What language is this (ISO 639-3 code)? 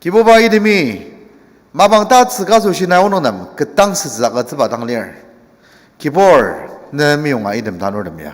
njo